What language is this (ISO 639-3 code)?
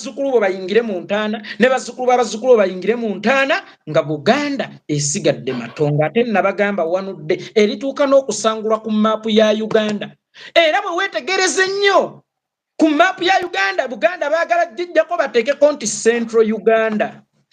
lug